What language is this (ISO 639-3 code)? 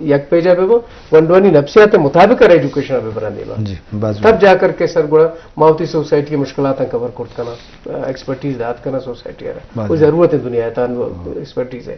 bgp